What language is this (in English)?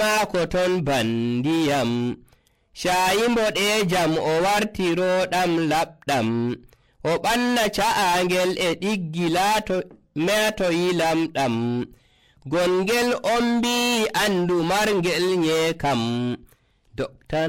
Nigerian Fulfulde